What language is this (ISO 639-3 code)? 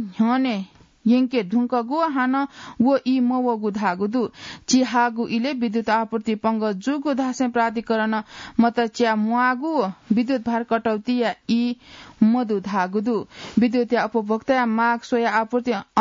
new